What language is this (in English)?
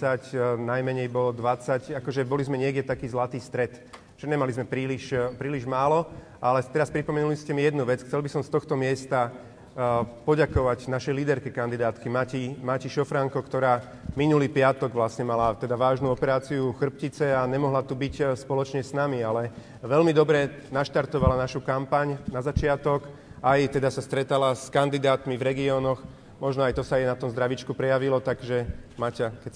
Slovak